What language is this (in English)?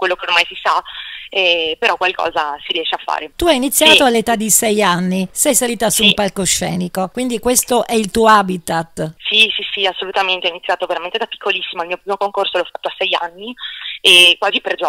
Italian